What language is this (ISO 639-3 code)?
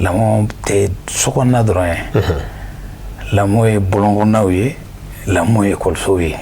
bam